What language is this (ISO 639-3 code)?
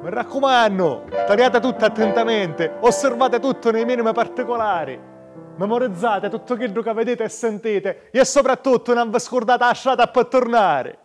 scn